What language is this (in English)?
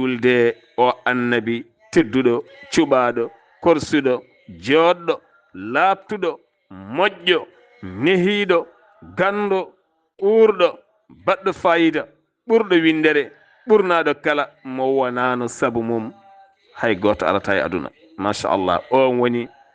Fula